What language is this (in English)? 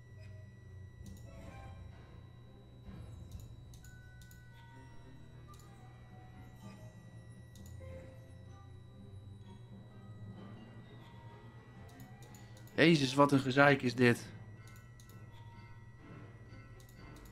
Dutch